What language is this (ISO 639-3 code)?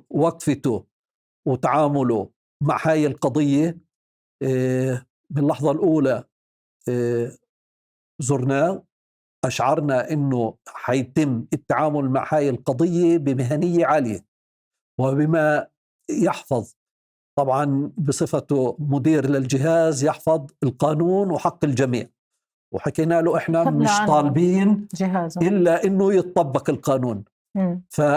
apc